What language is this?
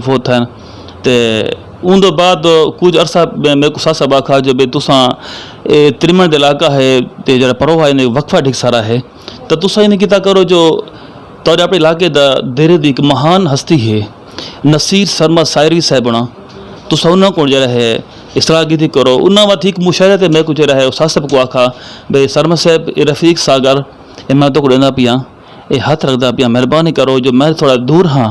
Saraiki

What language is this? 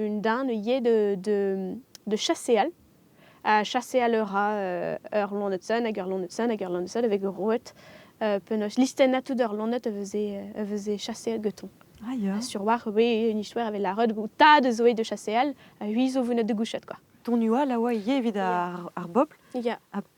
Breton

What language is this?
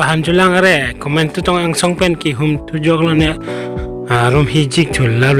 Karbi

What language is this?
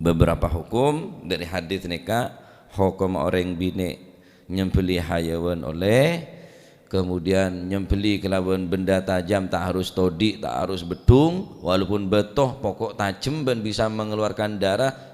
Madurese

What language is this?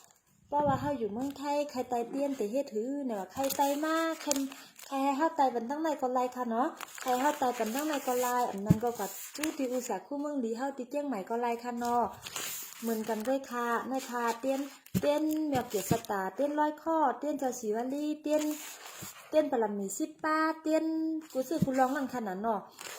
Shan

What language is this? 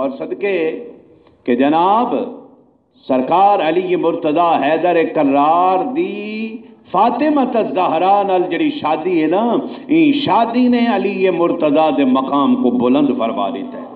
Saraiki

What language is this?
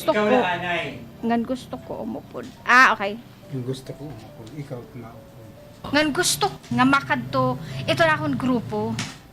Waray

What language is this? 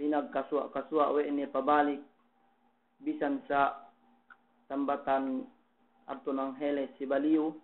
Yakan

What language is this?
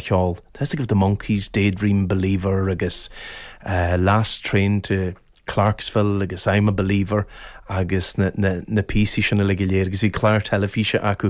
Irish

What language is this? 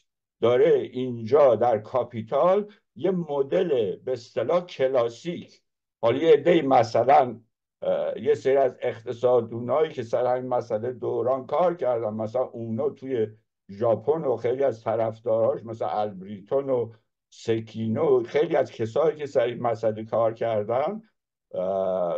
Persian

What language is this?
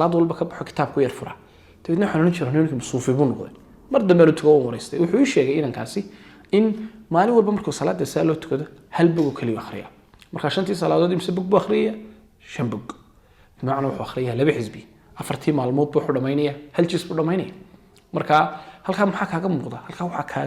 Somali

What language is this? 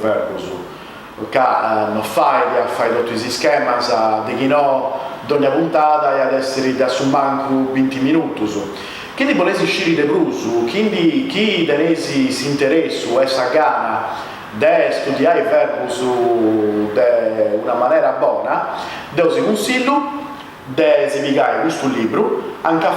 Sardinian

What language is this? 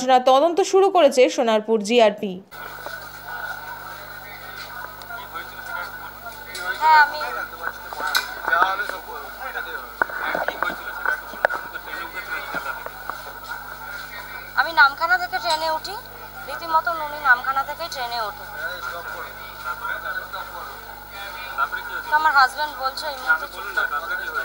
Bangla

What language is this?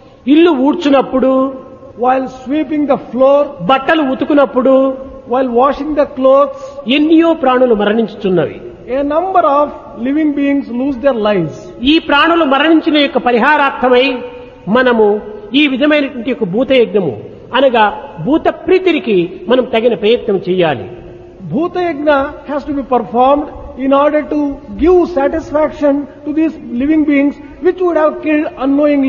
Telugu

